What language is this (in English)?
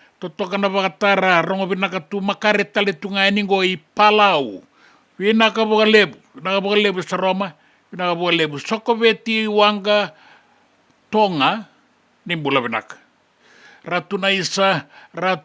Fijian